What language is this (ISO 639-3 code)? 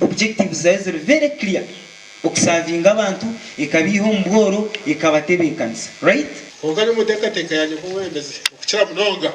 nyn